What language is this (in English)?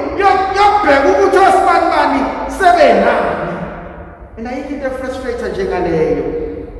Zulu